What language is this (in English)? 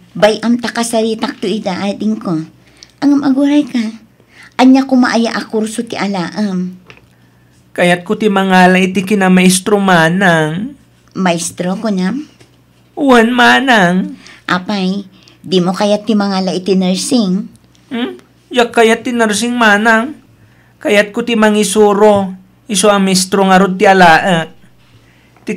Iloko